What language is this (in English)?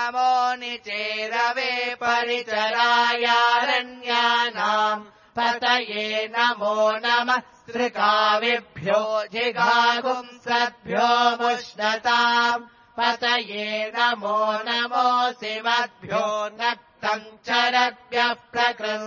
Sanskrit